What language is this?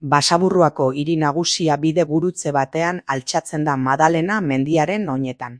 Basque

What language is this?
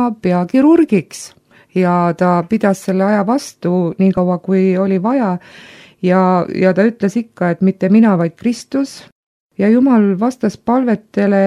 Estonian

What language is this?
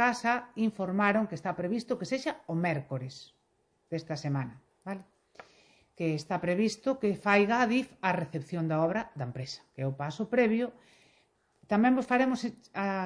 Galician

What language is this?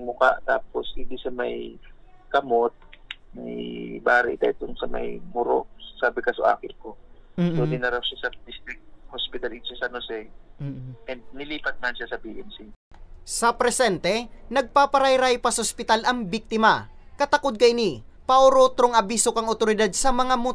Bikol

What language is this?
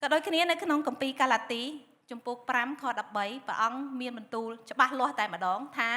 Khmer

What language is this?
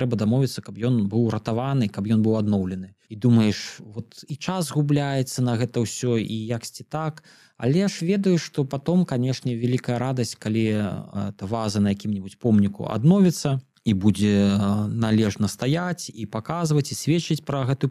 Belarusian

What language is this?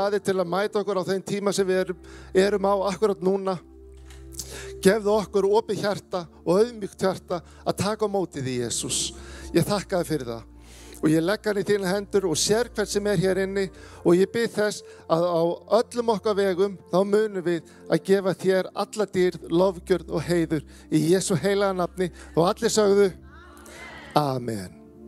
Icelandic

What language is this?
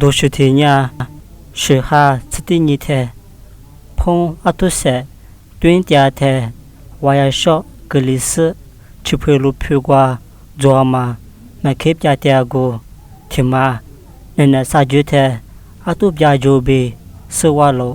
Lisu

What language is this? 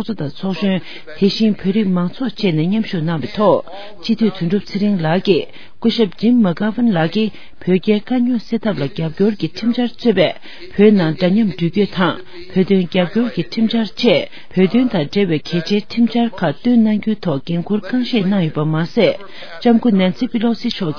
Tibetan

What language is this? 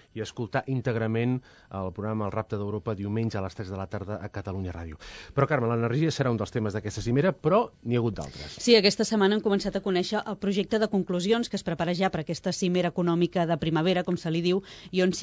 Catalan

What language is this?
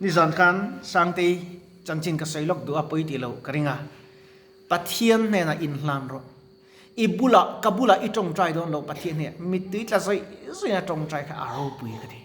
Mizo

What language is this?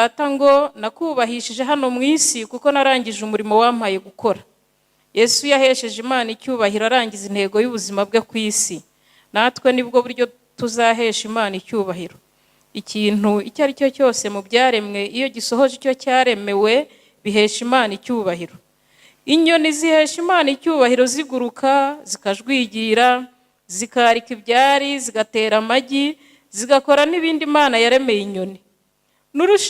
Kinyarwanda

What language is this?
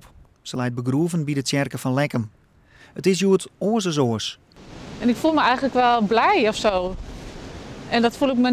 Western Frisian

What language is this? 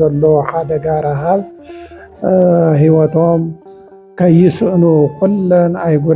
Tigrinya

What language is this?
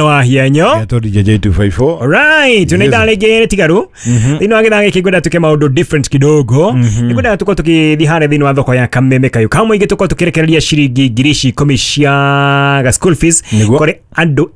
Kikuyu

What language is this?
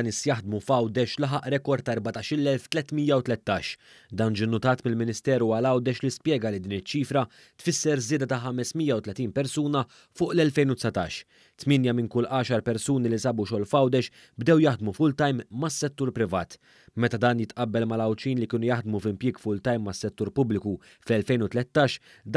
Maltese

